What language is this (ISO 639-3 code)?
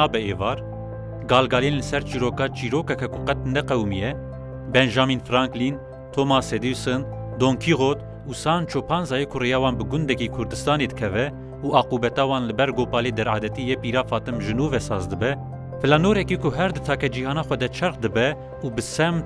kur